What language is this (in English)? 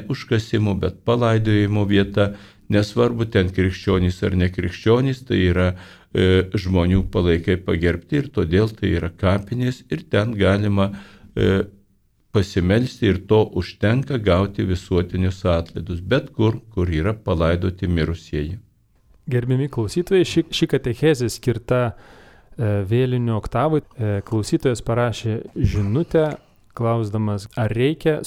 Lithuanian